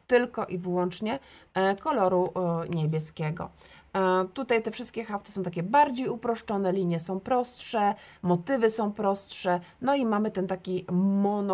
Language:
Polish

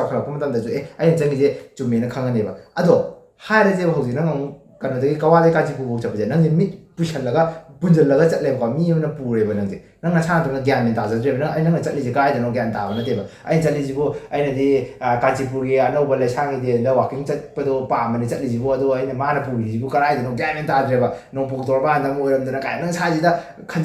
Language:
Manipuri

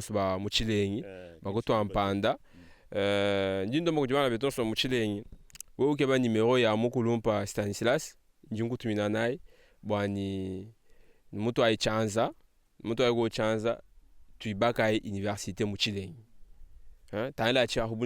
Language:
Luba-Lulua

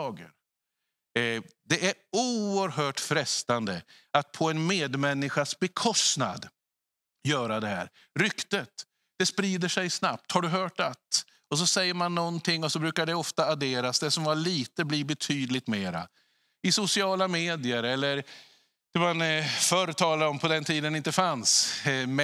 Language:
Swedish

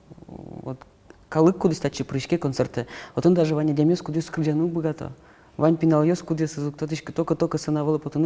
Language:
Udmurt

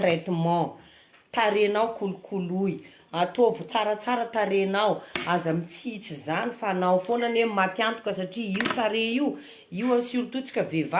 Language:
Malagasy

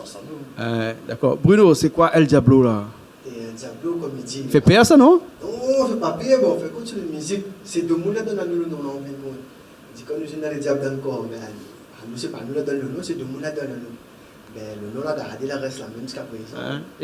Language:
Réunion Creole French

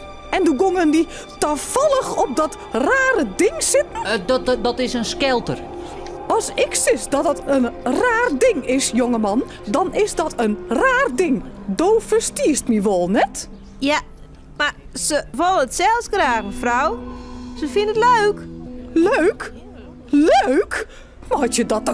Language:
Western Frisian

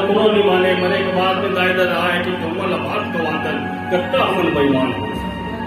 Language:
Chhattisgarhi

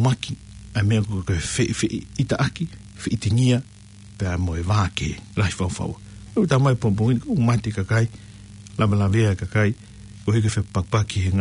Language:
Tongan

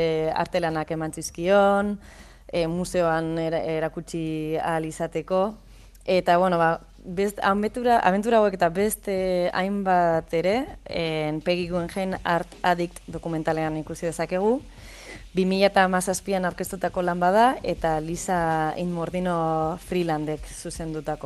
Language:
Basque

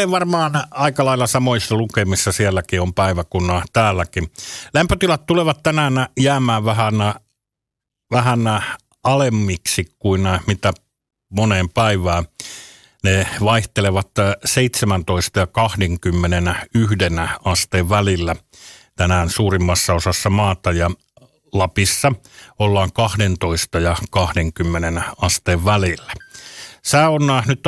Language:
Finnish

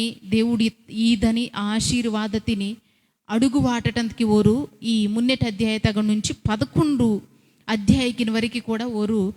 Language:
Koya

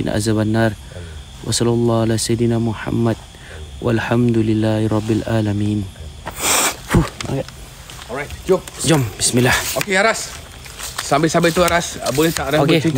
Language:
Malay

